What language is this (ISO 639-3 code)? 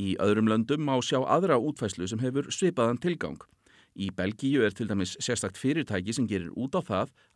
isl